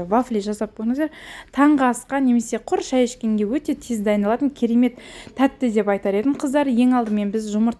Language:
Kazakh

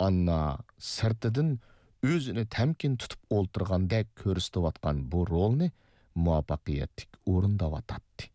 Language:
Uyghur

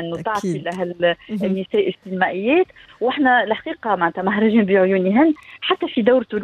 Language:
Tunisian Arabic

